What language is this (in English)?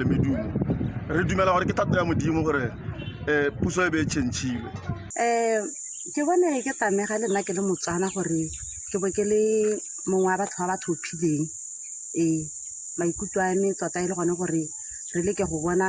Tswana